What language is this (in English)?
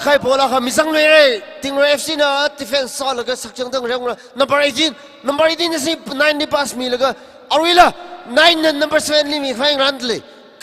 Tangkhul Naga (India)